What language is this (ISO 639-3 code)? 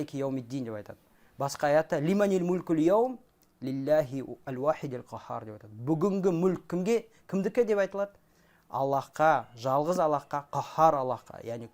kaz